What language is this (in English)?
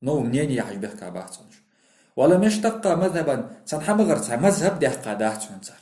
Ingush